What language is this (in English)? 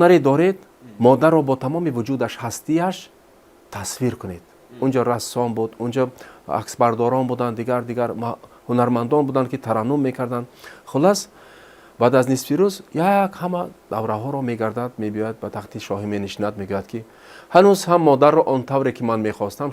Tajik